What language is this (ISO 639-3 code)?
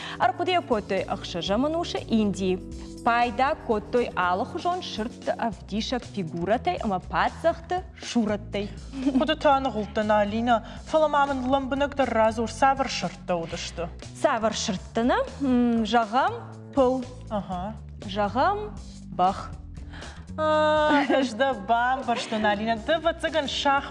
oss